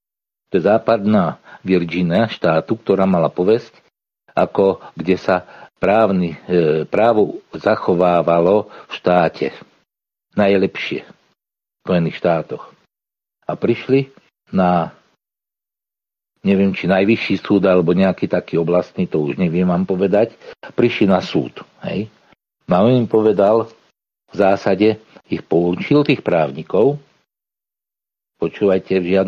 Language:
Slovak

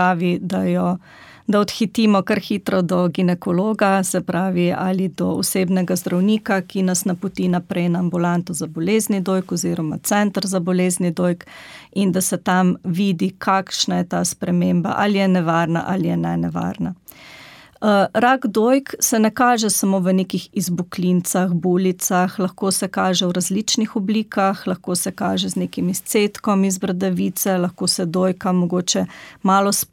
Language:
Slovenian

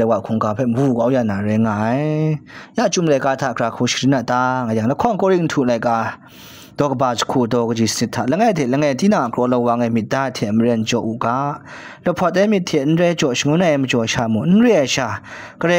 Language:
Kachin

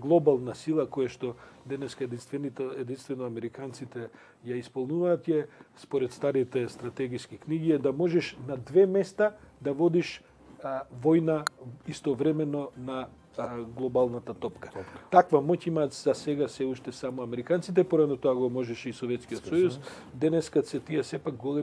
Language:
Macedonian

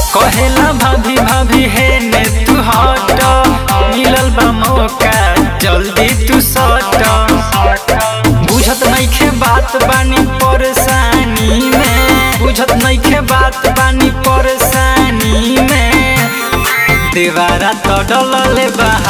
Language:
Bhojpuri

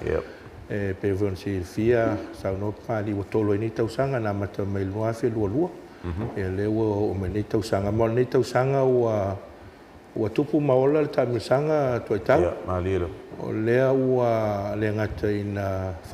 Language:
Samoan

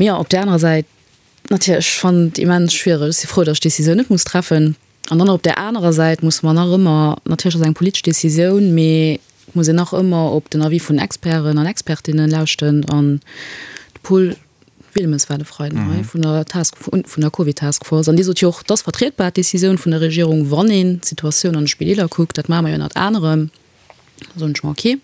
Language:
Luxembourgish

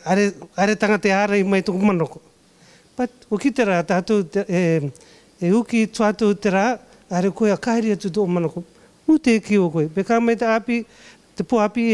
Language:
Rarotongan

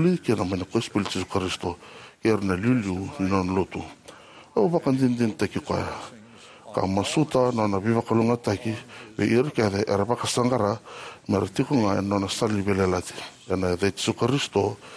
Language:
Fijian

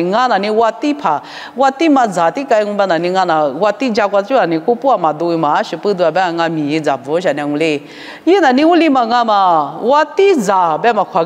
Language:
Lisu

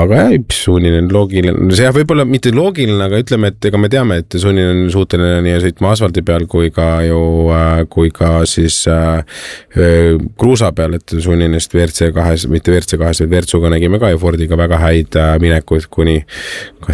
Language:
Estonian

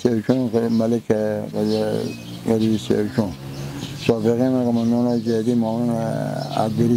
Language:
Persian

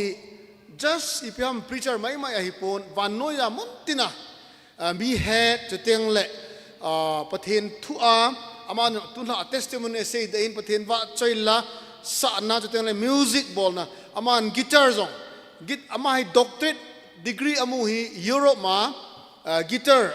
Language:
Thado Chin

